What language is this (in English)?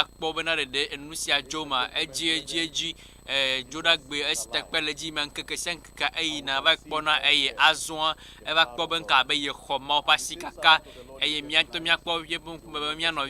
Ewe